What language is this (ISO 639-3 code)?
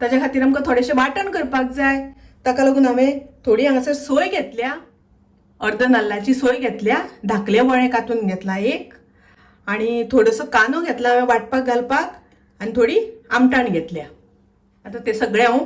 kok